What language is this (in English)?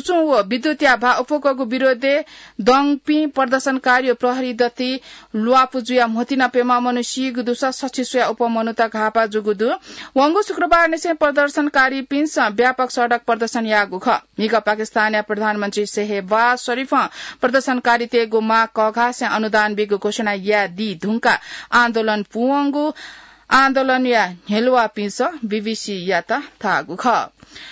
Newari